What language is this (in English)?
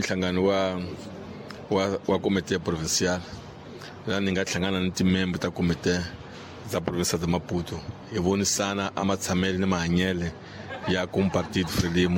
Tsonga